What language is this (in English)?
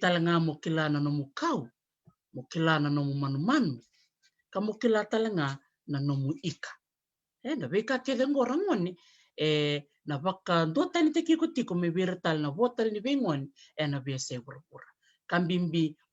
Fijian